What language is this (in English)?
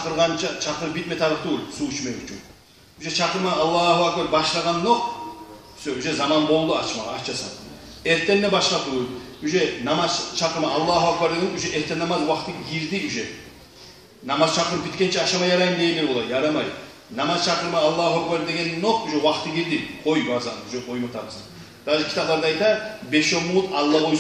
Kumyk